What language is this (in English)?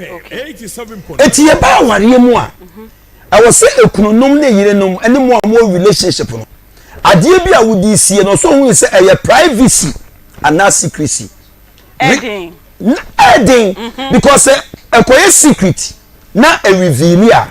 Akan